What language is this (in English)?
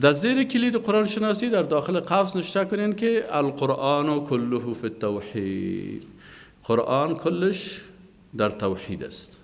Persian